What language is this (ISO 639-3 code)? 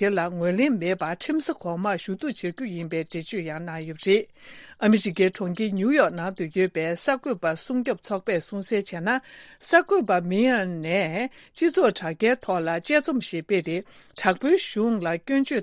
bod